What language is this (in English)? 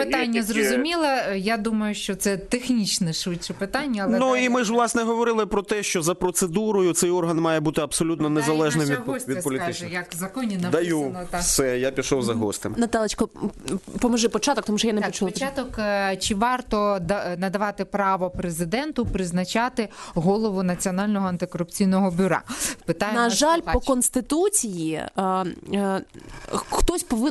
Ukrainian